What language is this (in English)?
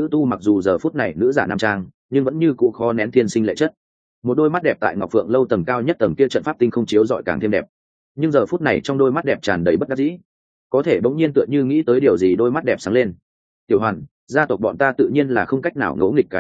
Vietnamese